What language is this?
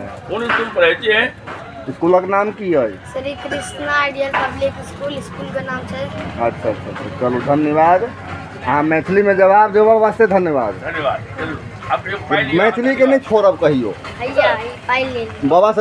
Maithili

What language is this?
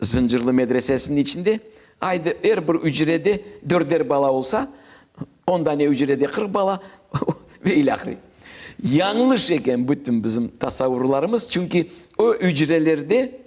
Crimean Tatar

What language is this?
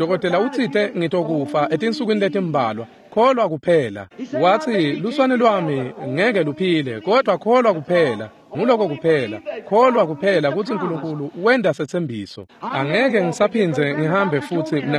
Swati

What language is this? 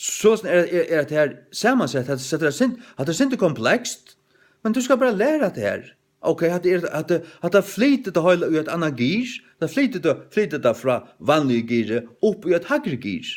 Faroese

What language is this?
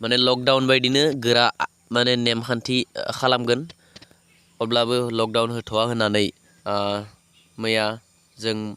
Bodo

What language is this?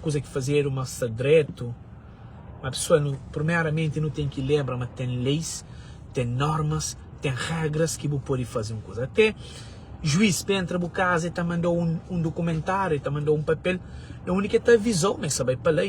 Kabuverdianu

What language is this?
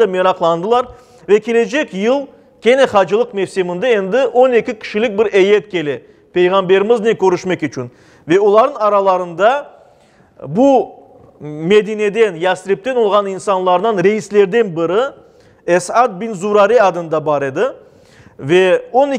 Crimean Tatar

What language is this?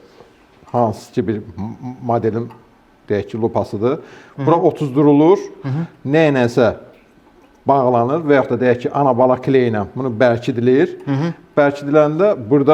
Azerbaijani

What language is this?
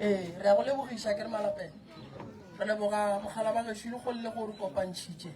Northern Sotho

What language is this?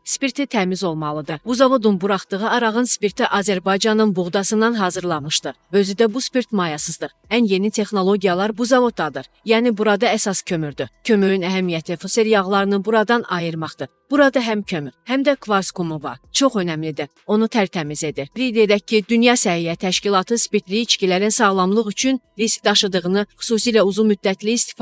Azerbaijani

